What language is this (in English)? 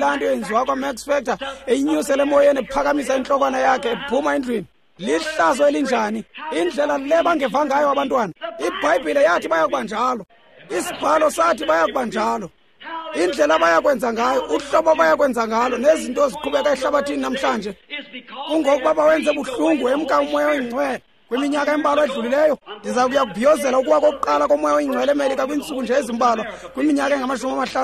Xhosa